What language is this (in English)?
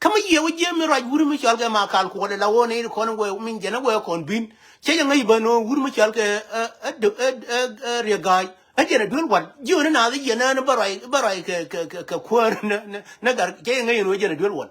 Nuer